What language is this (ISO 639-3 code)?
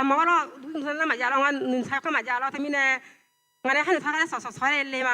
ahk